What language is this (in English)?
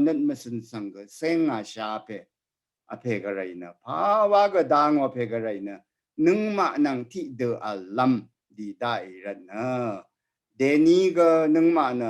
Rawang